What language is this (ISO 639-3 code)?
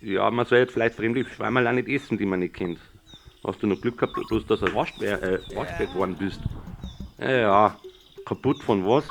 bar